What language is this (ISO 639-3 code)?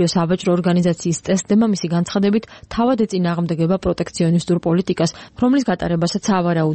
kat